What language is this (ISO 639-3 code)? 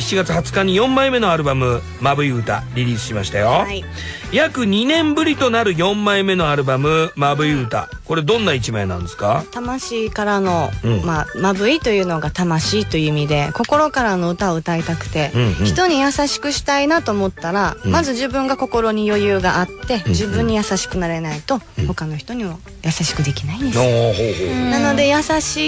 jpn